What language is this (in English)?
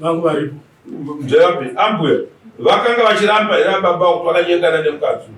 Shona